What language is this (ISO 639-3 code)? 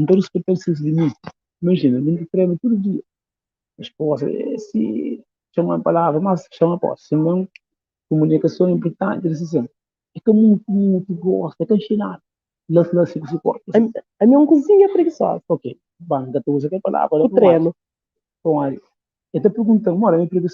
kea